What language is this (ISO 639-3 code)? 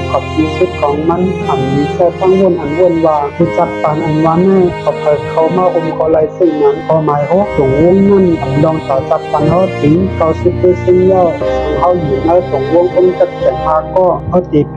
shn